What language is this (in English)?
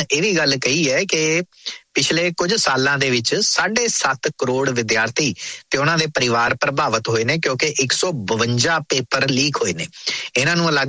Punjabi